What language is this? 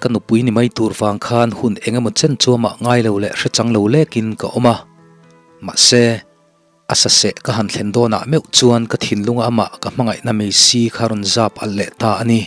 Mizo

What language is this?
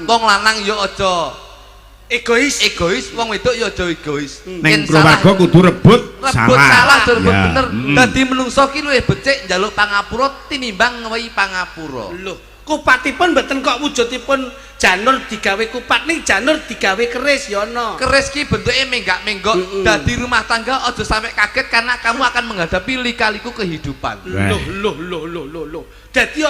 Javanese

